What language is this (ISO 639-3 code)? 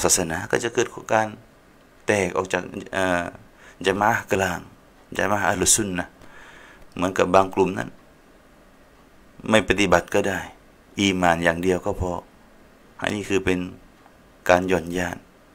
tha